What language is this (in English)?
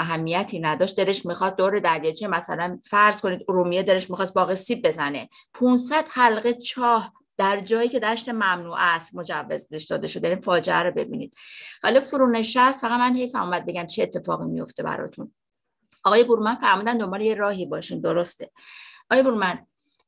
Persian